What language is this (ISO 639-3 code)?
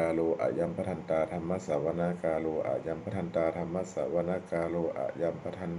pli